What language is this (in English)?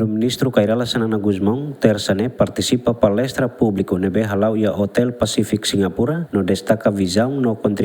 Tetum